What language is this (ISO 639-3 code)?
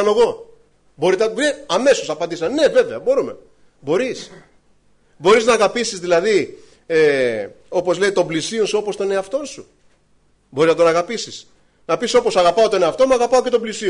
ell